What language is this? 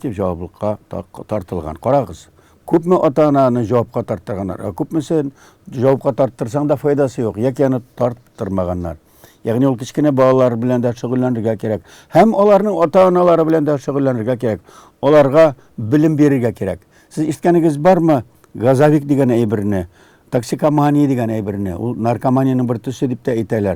Tatar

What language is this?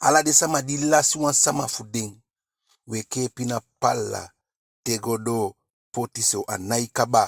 Eastern Maroon Creole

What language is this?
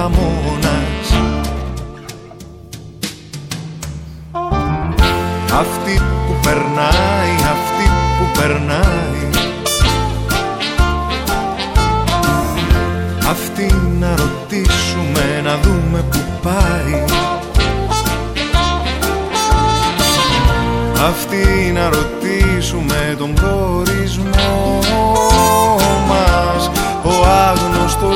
Greek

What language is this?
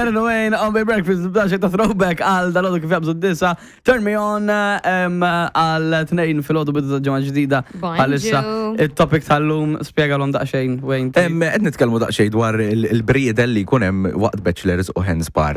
Maltese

